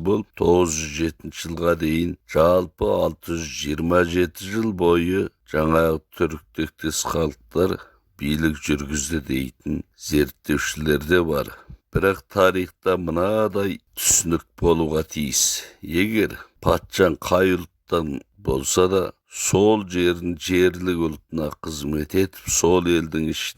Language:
Kazakh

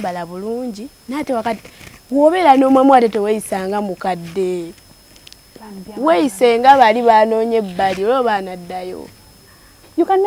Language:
Ganda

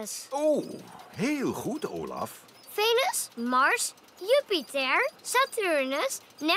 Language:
Dutch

